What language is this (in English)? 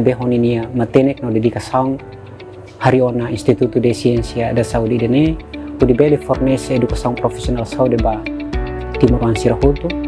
Tetum